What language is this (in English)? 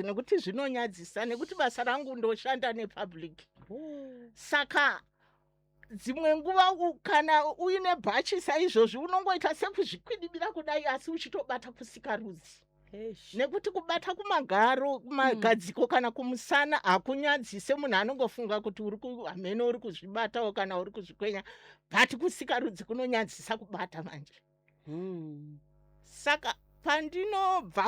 Shona